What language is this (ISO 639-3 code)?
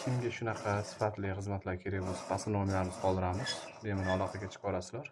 uzb